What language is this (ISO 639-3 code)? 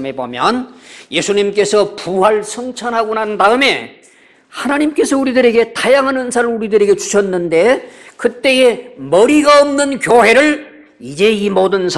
kor